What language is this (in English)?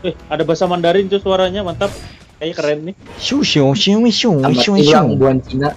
Banjar